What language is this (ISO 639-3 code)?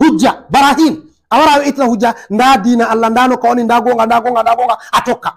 ful